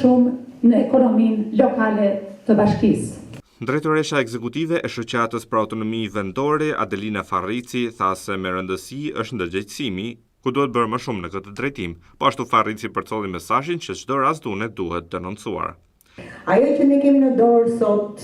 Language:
Albanian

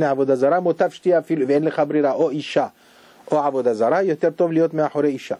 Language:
Hebrew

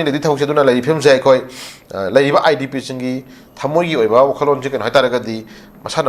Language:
Manipuri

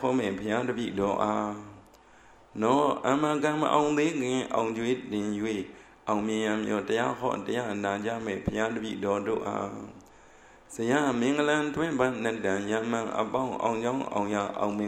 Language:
Burmese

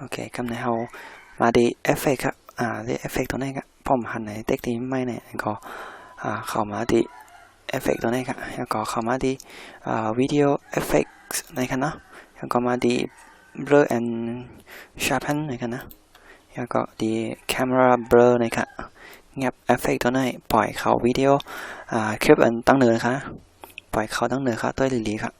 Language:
Shan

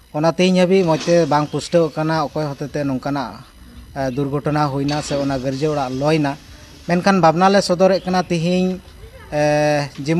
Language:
Santali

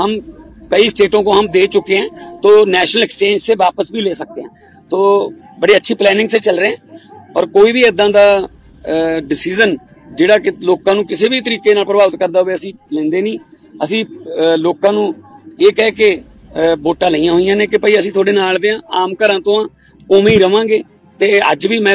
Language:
Punjabi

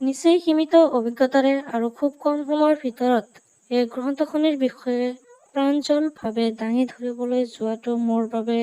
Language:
Assamese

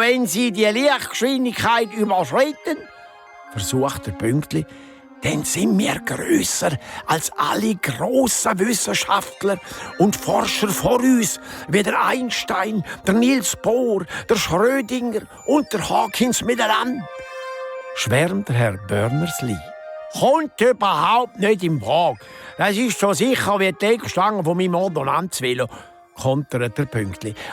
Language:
Swiss German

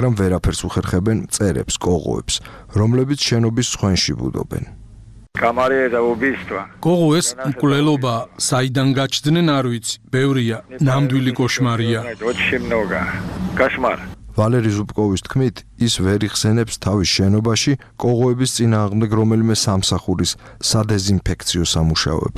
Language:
Georgian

